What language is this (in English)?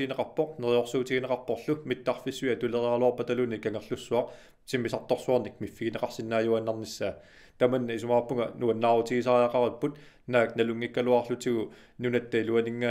Kalaallisut